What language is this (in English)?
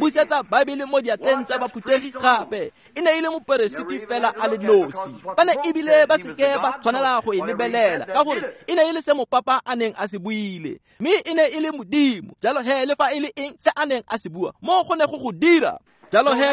Tswana